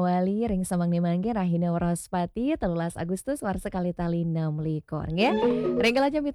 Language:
Balinese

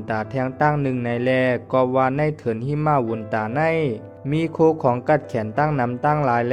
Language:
Shan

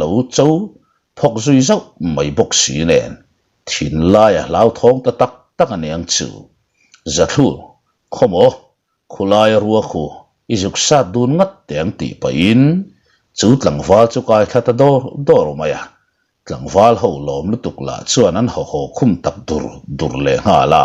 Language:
Mizo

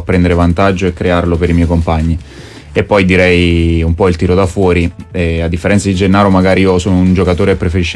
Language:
Italian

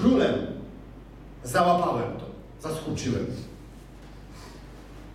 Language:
Polish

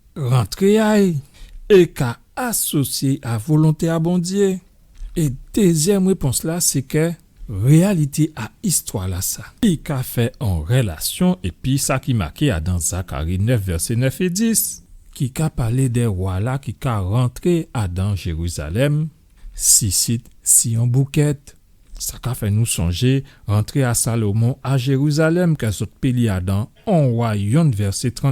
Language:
Guadeloupean Creole French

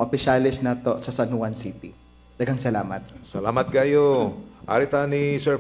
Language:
Cebuano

